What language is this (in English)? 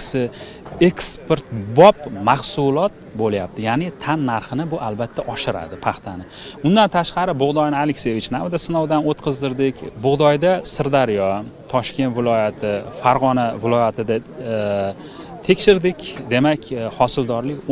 Uzbek